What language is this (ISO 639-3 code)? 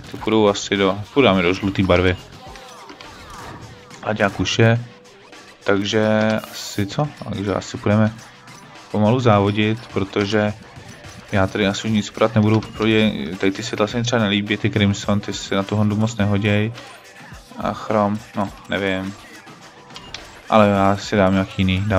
ces